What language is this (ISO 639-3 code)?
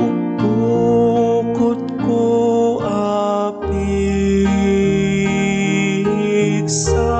ilo